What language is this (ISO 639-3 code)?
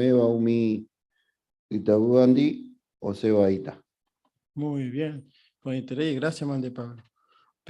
grn